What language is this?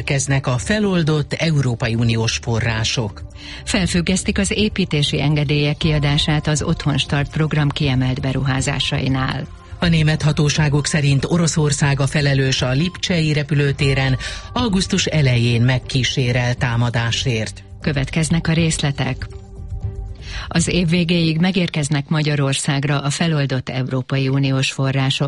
Hungarian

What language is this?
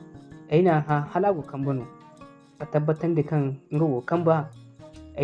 Zarma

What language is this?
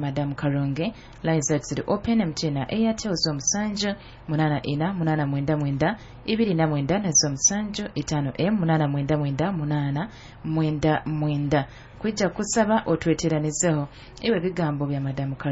Nyoro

